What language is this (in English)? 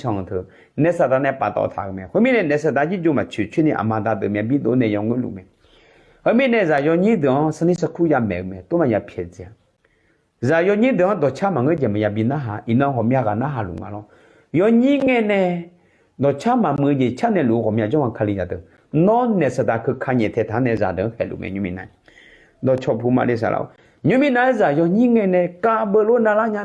Akha